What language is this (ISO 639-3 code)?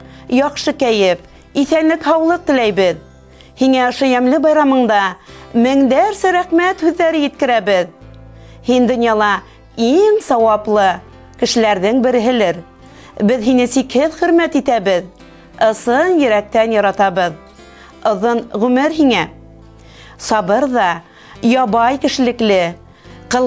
bak